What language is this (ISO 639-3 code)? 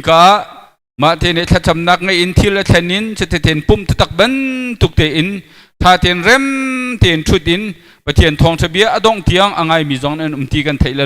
cnh